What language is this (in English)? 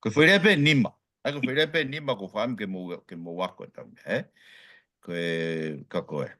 Tongan